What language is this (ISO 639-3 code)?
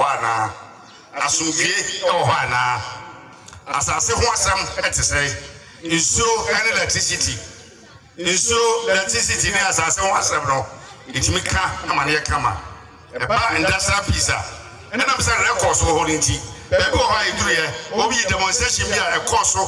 aka